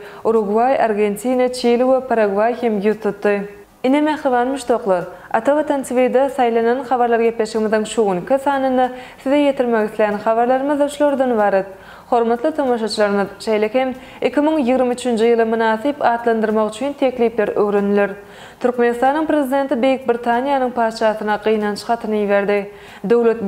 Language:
Turkmen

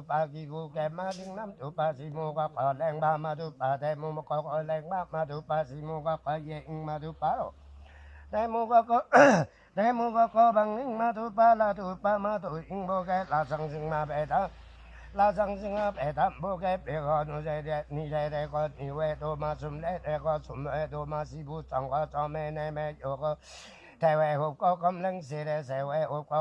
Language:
Limbu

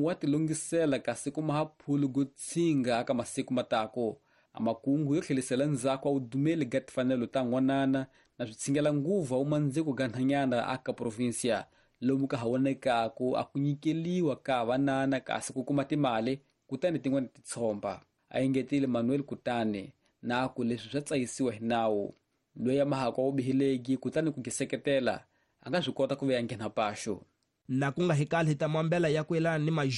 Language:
Tsonga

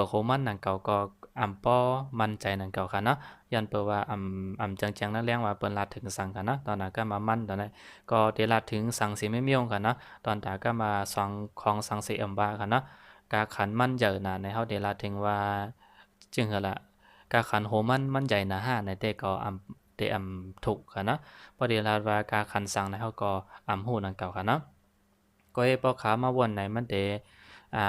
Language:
Shan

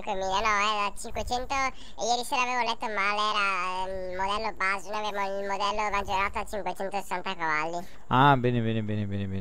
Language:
Italian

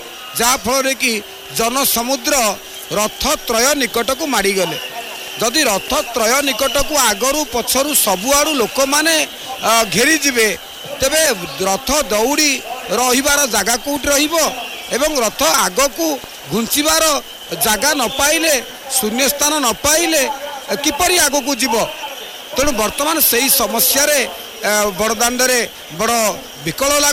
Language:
Odia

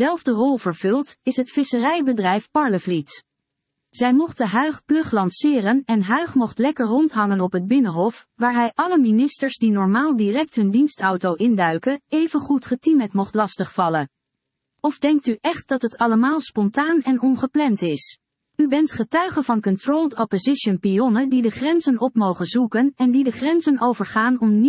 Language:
Dutch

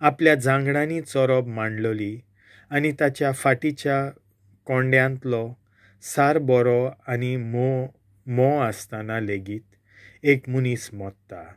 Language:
Konkani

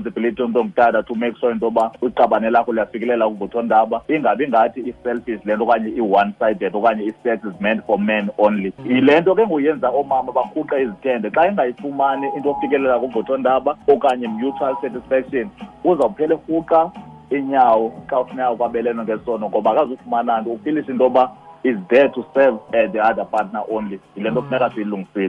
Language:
Xhosa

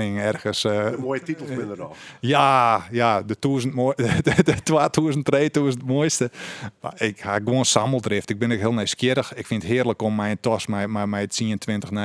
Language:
Western Frisian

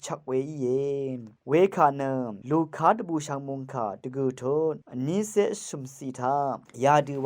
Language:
Rawang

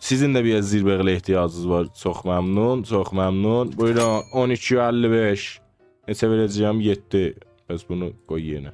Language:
South Azerbaijani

